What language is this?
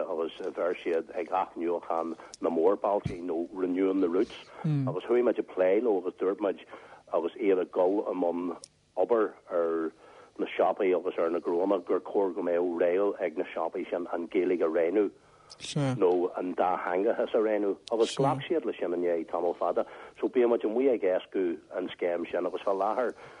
Irish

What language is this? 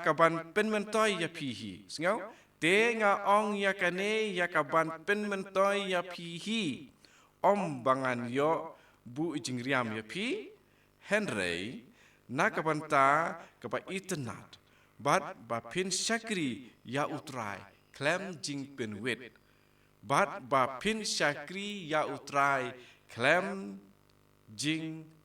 Khasi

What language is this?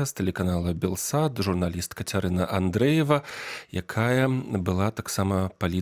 Belarusian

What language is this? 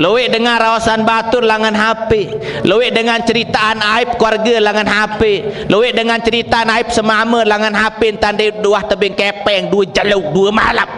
Sasak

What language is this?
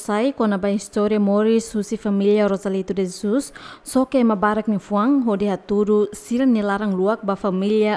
Tetum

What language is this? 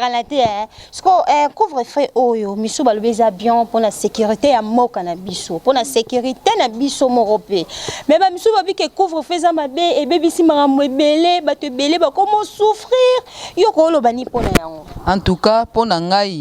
Lingala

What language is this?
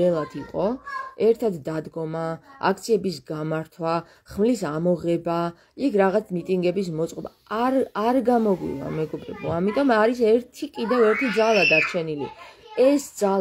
Georgian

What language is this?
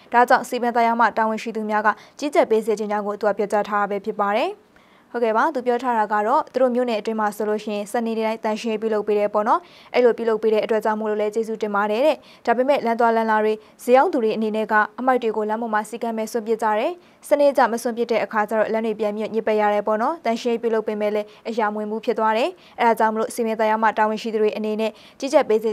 Burmese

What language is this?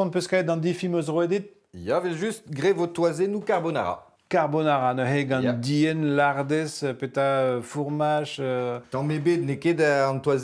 Breton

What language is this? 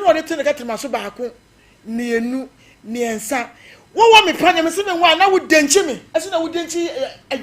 Akan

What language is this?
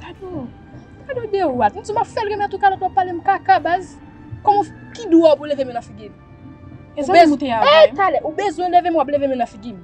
Haitian Creole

